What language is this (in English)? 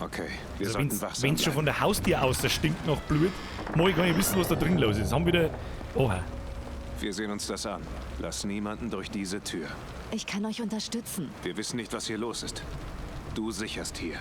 Bavarian